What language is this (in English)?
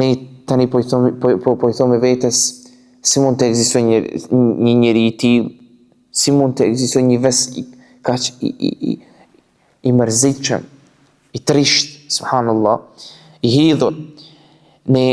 Albanian